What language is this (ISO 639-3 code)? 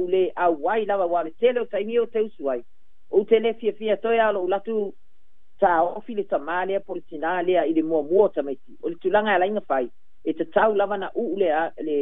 smo